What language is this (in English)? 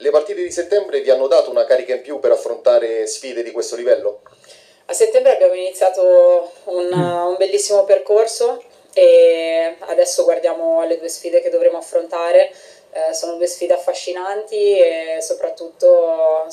Italian